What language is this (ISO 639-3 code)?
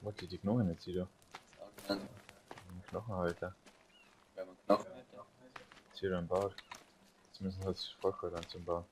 bar